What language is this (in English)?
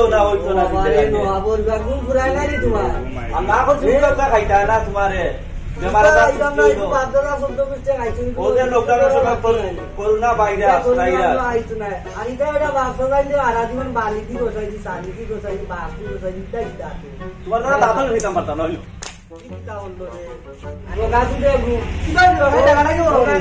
Sylheti